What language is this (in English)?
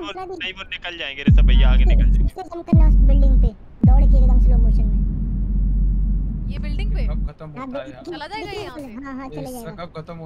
Hindi